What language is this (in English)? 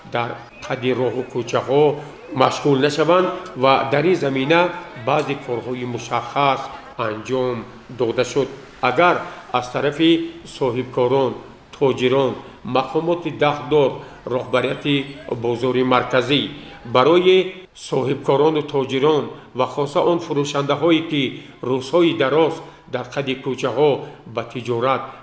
Tajik